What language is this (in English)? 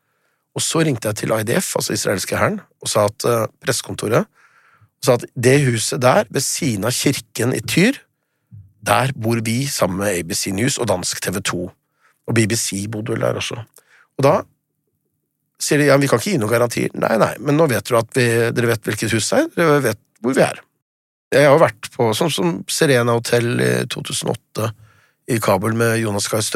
Norwegian